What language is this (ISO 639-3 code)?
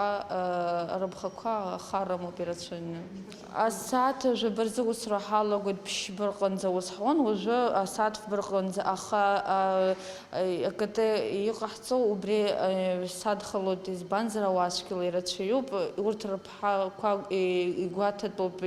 abk